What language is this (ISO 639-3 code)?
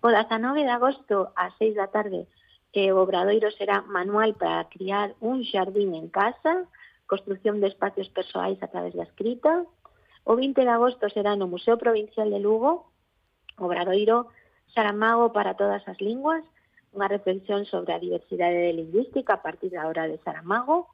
glg